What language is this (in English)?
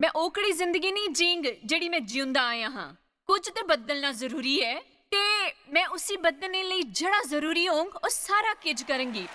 Dogri